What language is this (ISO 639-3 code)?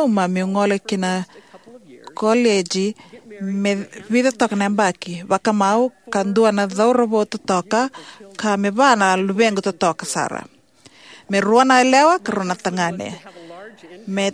fij